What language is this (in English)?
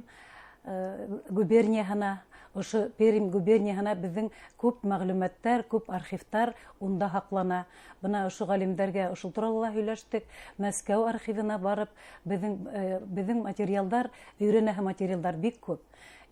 Bashkir